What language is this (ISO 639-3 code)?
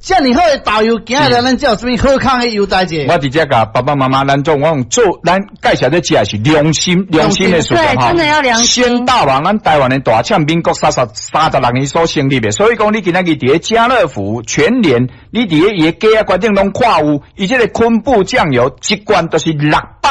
nan